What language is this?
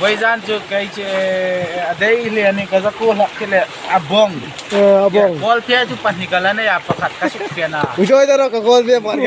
Hmar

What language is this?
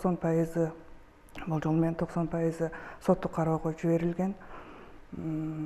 Kyrgyz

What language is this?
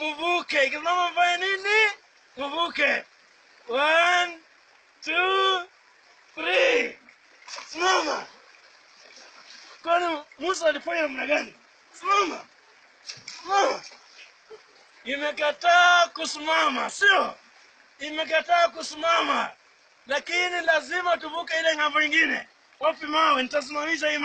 Swahili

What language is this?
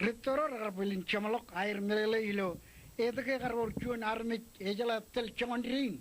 Marshallese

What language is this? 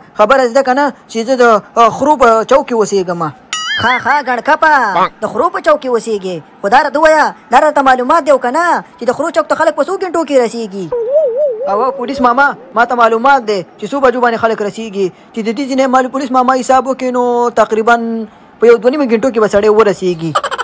Pashto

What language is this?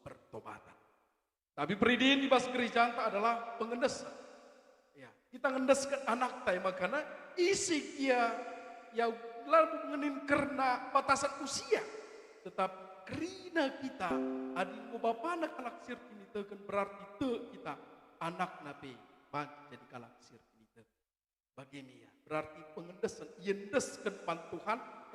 Batak Karo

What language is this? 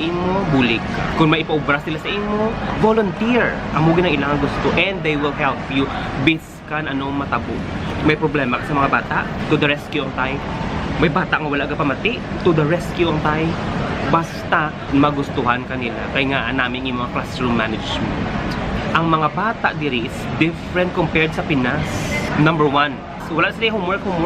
Hiligaynon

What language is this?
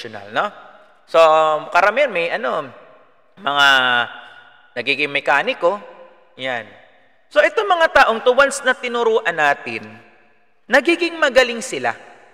Filipino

